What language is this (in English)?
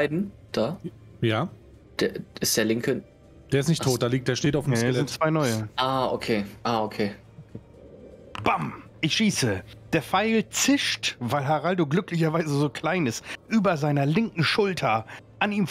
German